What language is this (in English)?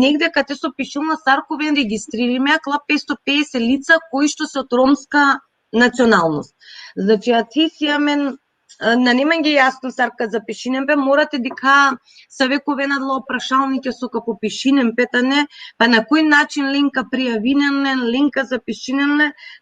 Balkan Romani